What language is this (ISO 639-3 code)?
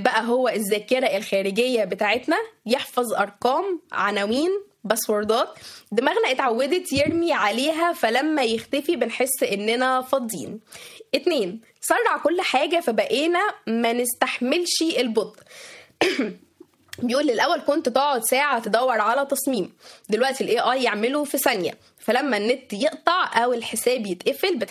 arz